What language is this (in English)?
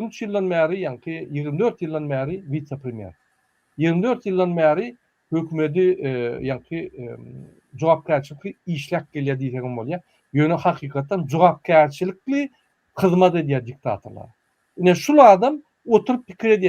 Turkmen